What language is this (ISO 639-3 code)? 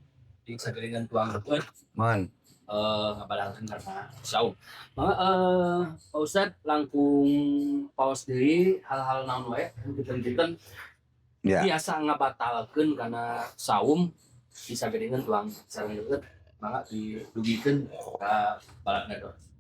sun